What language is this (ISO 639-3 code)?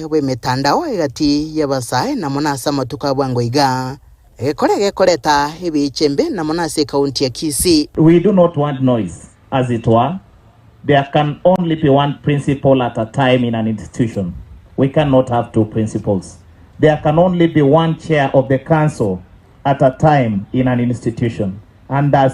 guz